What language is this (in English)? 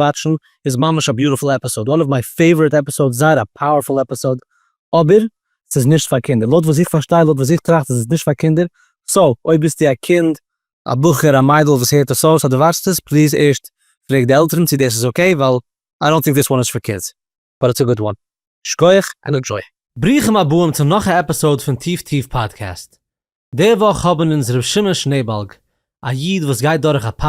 Yiddish